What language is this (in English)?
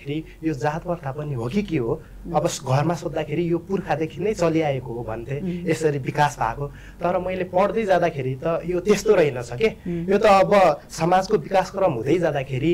Nepali